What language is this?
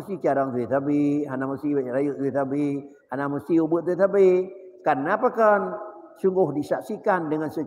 Achinese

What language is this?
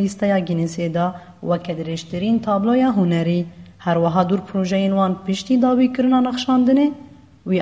Kurdish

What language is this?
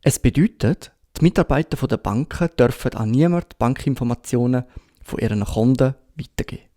Swiss German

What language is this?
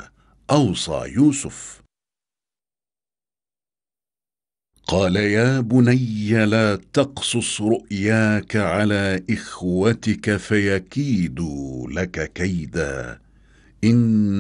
Arabic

